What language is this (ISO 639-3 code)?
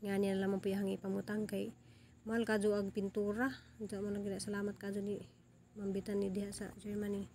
ceb